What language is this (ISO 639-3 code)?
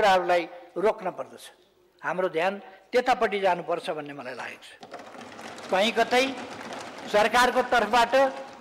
nep